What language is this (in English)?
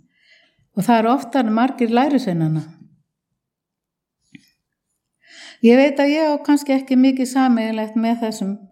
Icelandic